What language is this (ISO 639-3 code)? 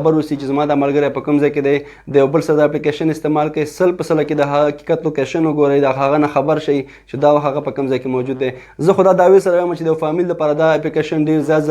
pus